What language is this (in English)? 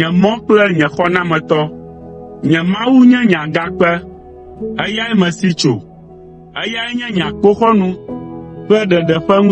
Ewe